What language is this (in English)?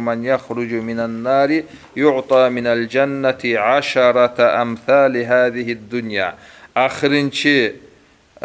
Kumyk